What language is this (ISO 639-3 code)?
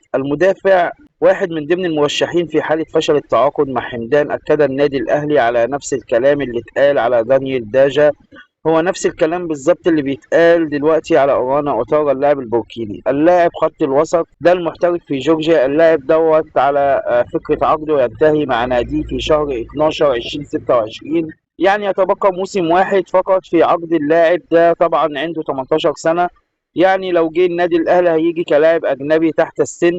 arz